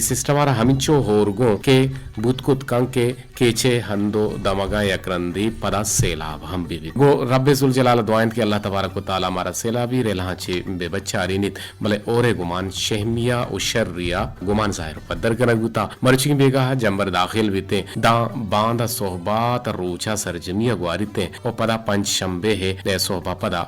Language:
Eastern Balochi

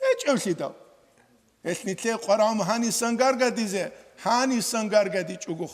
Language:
Avaric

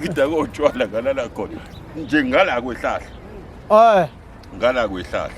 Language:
Zulu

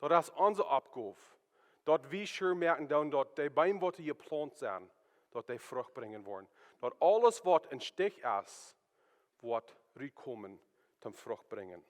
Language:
Plautdietsch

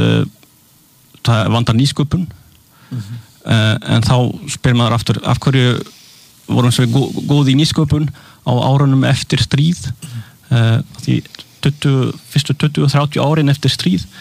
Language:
Icelandic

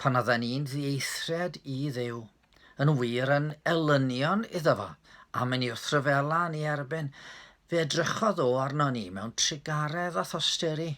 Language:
Welsh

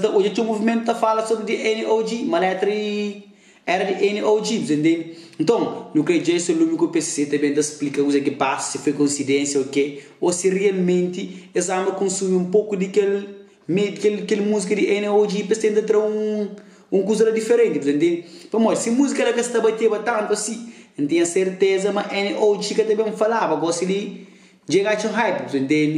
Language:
Kabuverdianu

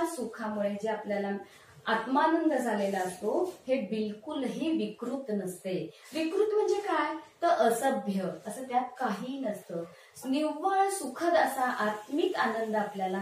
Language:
Marathi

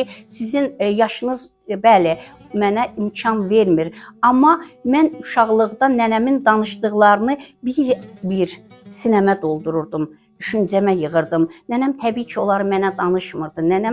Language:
Azerbaijani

